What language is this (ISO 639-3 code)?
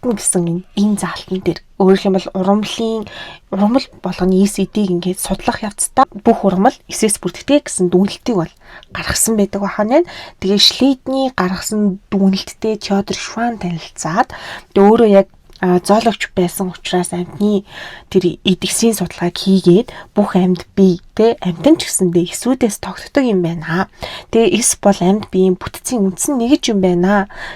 mon